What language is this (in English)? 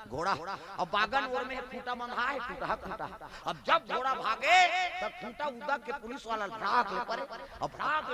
Chhattisgarhi